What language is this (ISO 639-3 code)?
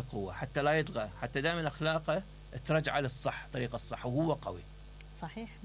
acm